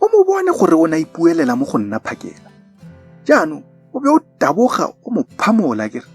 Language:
Tswana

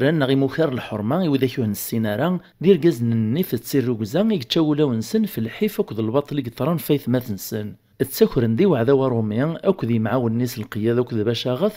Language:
Kabyle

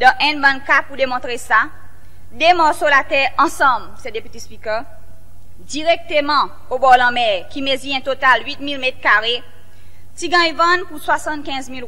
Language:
Seselwa Creole French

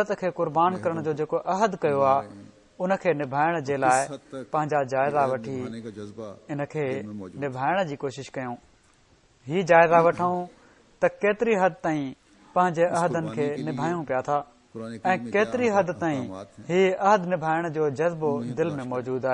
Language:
Sindhi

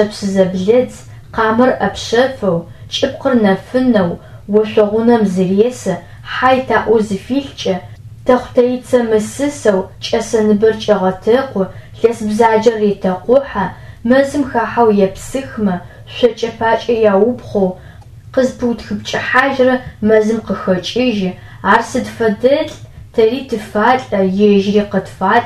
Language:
Adyghe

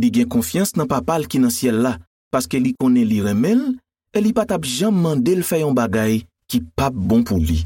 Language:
Haitian Creole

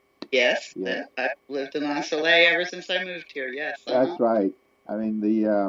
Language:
Seselwa Creole French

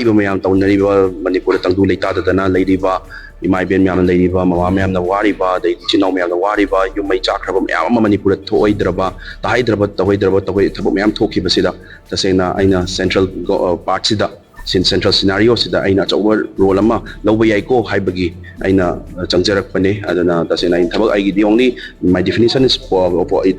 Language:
Manipuri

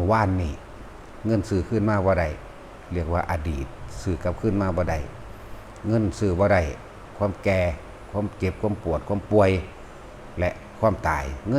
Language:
Lao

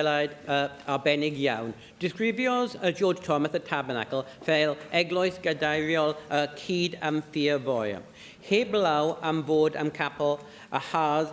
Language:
Welsh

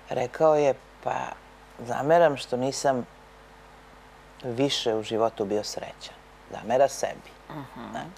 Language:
Serbian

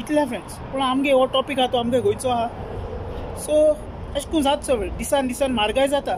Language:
Konkani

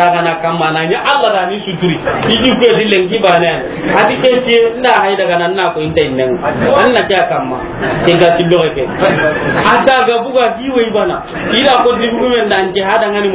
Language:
Soninke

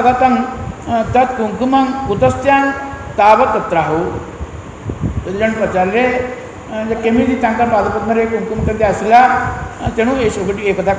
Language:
Odia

